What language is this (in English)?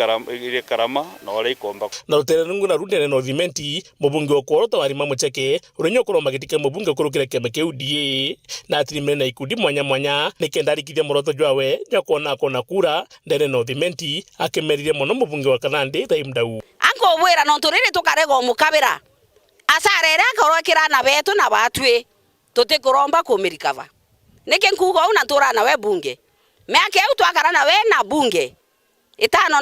Meru